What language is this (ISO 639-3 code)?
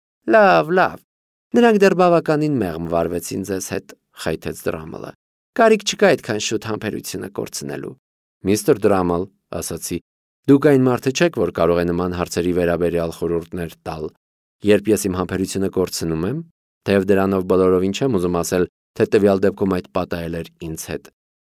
hye